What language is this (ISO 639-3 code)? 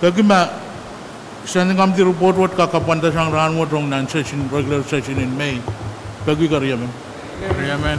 pon